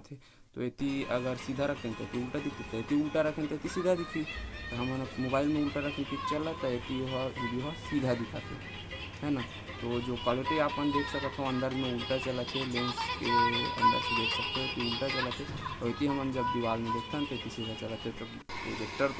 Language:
Chhattisgarhi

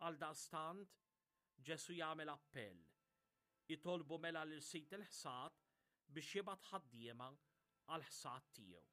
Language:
Maltese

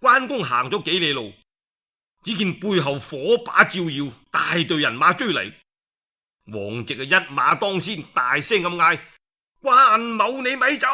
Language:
Cantonese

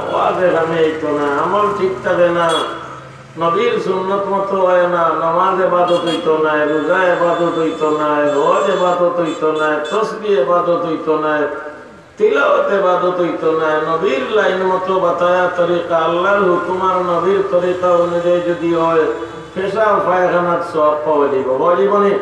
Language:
Sylheti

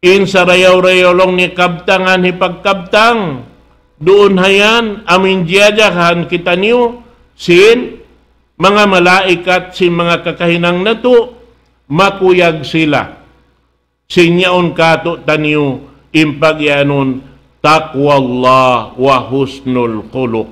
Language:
Tausug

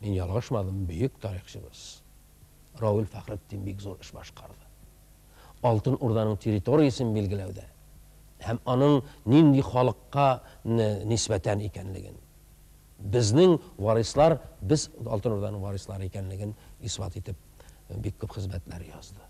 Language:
Tatar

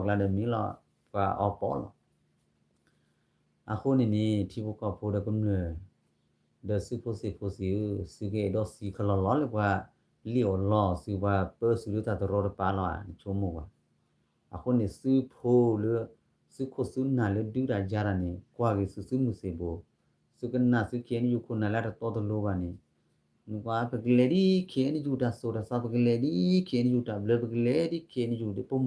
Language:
S'gaw Karen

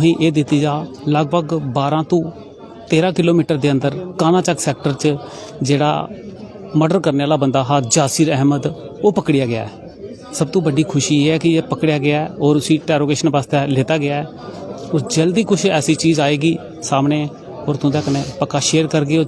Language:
Dogri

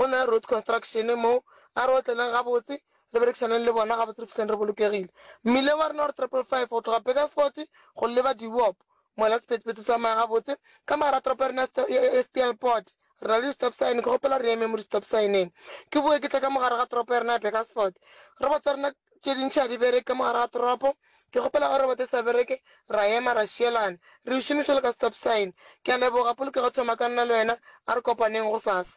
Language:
Northern Sotho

